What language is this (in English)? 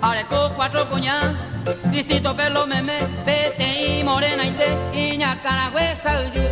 Guarani